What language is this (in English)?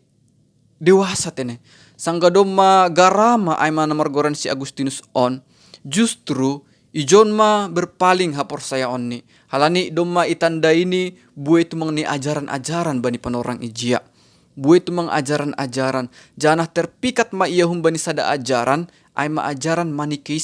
Batak Simalungun